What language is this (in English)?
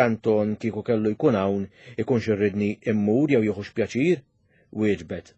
Maltese